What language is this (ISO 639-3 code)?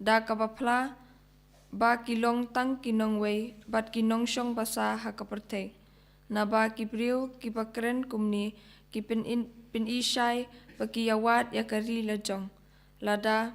kha